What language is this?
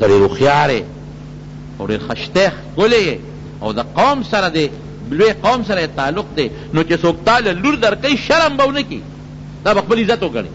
Pashto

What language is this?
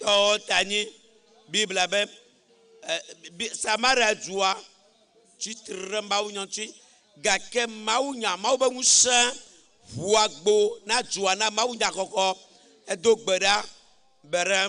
Ewe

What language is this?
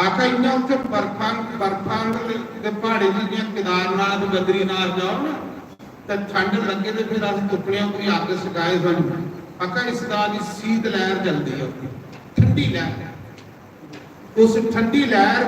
Dogri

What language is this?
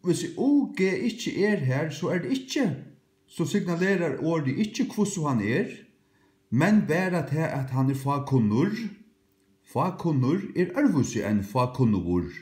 Faroese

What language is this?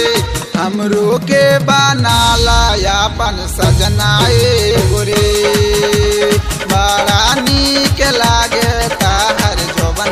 Bhojpuri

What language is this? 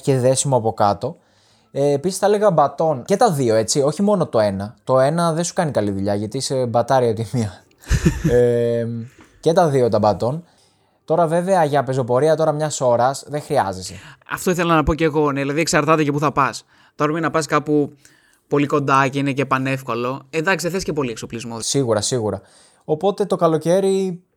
Greek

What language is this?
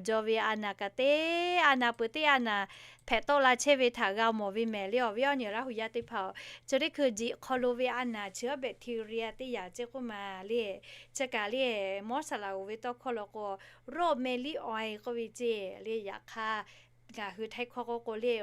Lahu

